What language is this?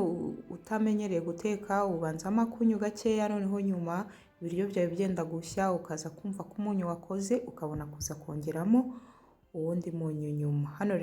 Kinyarwanda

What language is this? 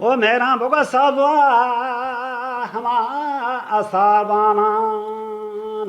Eastern Balochi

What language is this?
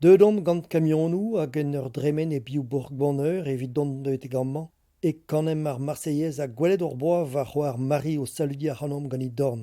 Breton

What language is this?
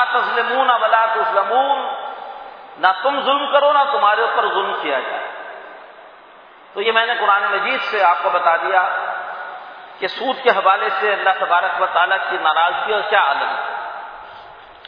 Urdu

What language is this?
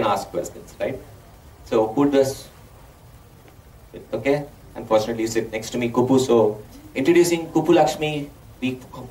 English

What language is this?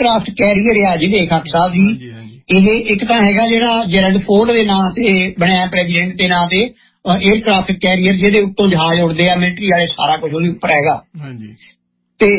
Punjabi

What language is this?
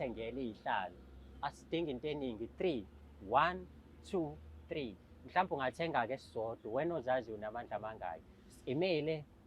Zulu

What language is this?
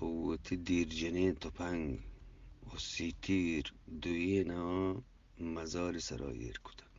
Eastern Balochi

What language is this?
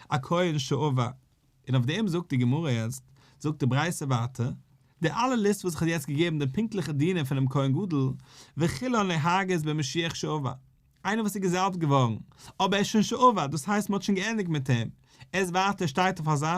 Yiddish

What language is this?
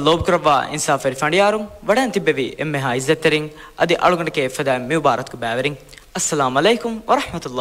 Divehi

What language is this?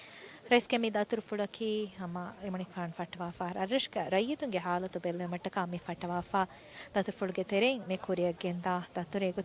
Divehi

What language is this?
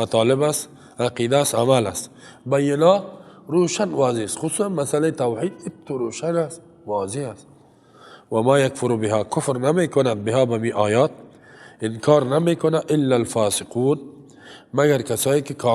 Persian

